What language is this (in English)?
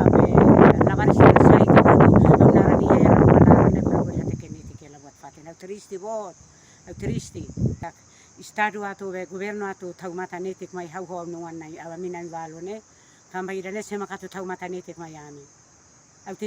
Tetum